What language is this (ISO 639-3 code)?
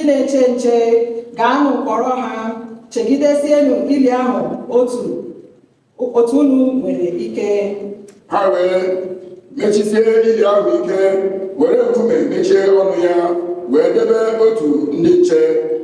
ibo